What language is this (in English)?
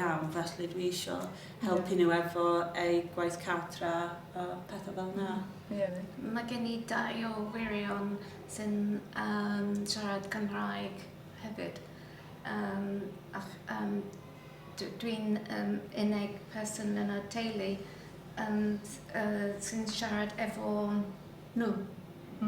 Welsh